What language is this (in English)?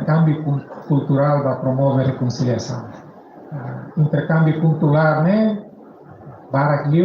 Tetum